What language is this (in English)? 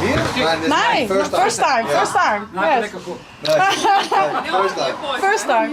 Western Frisian